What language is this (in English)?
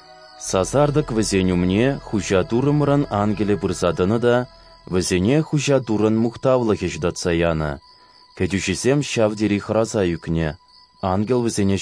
Chuvash